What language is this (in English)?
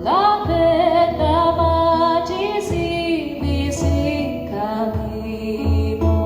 Sicilian